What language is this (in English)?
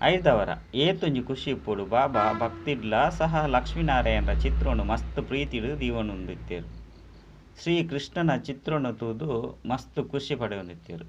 Tulu